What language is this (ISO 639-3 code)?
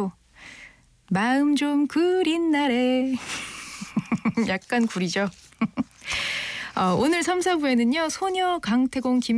kor